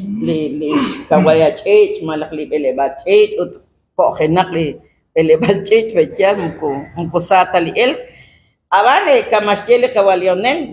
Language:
Kekchí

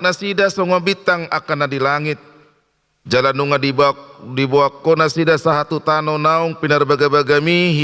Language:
Batak Toba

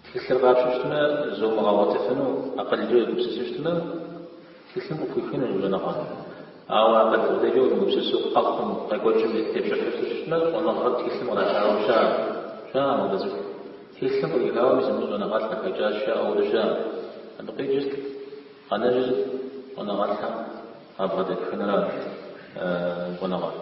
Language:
Kabardian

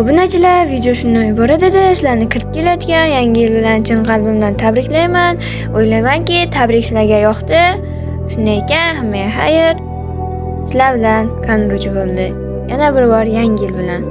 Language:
Uzbek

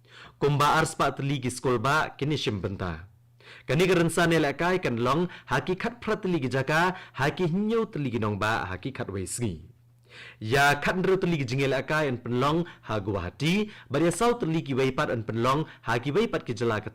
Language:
Khasi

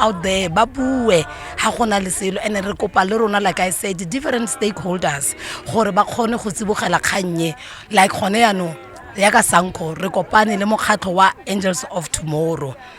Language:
Tswana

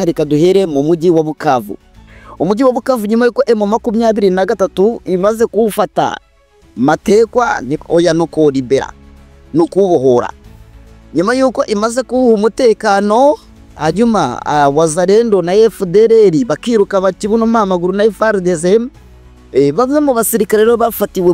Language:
Kinyarwanda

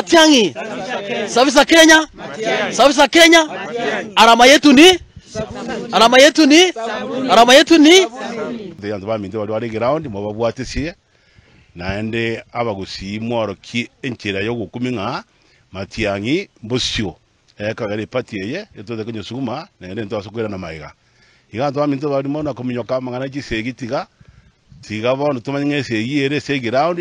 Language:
Gusii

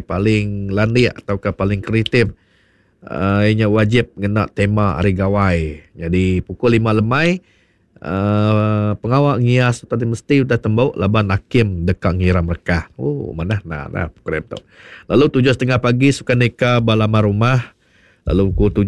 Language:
Iban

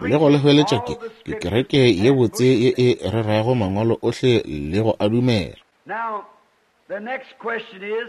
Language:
Northern Sotho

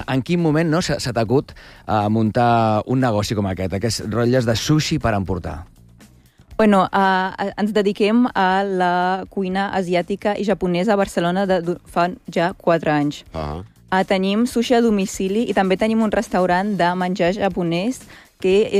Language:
Catalan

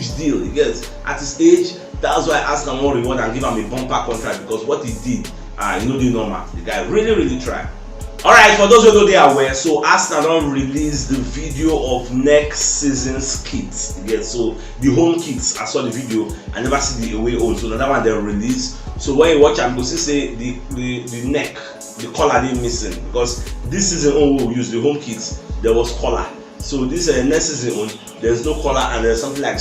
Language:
Nigerian Pidgin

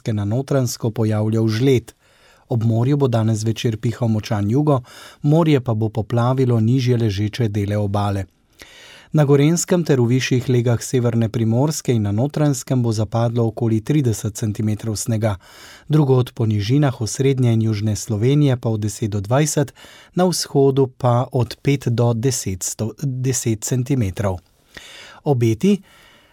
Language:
Slovenian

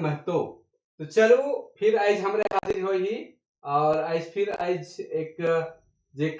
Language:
Sadri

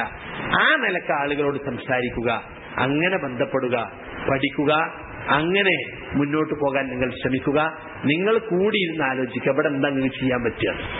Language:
Malayalam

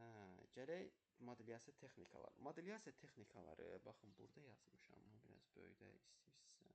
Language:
Azerbaijani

